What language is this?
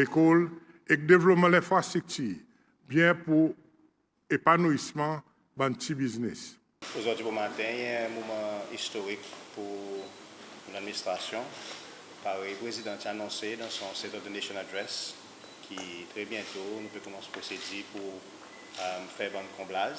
Seselwa Creole French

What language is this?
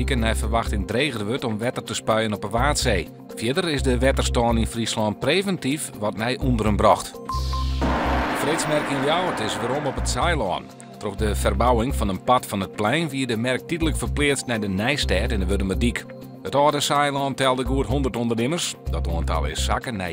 Western Frisian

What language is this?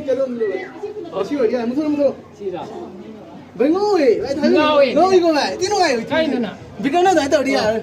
Manipuri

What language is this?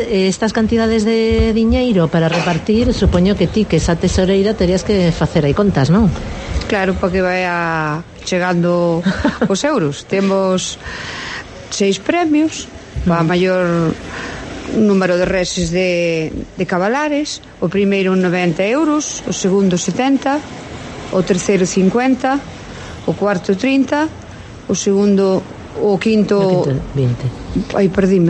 Galician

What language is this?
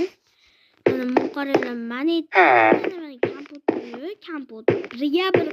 Uzbek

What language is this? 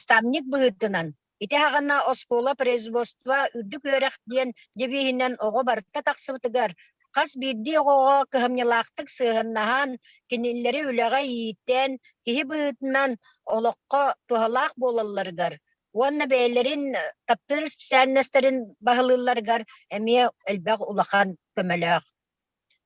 Yakut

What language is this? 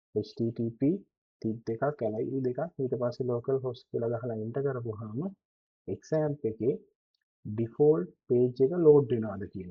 Sinhala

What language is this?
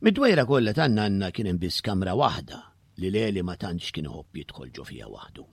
Maltese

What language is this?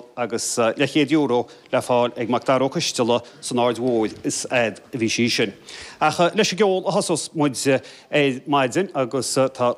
Irish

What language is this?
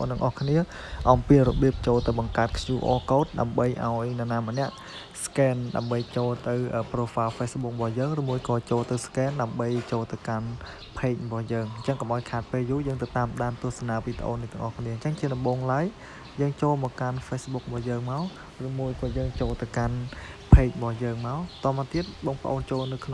Khmer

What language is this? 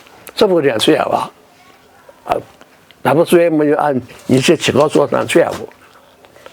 Newari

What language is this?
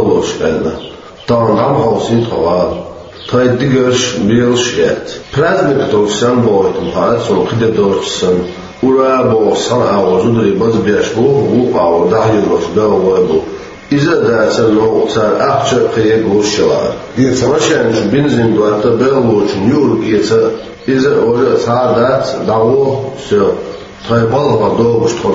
Chechen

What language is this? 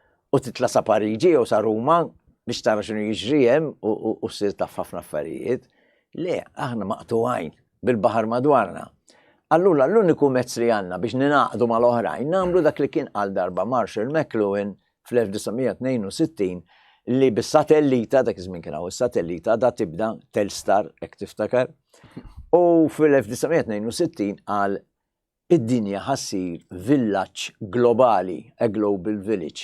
Maltese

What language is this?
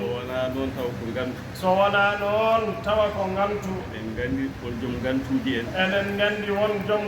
Fula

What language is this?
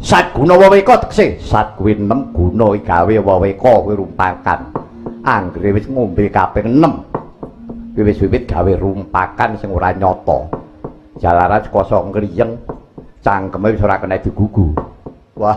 Javanese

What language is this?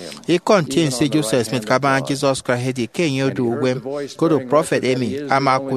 Efik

